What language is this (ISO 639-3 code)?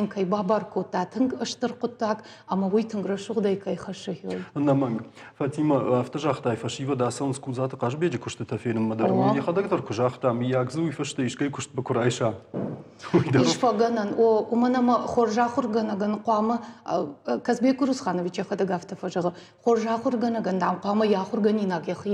oss